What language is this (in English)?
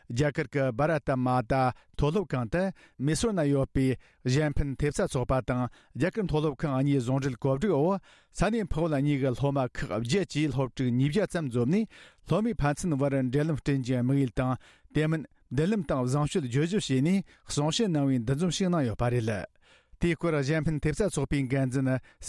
Tibetan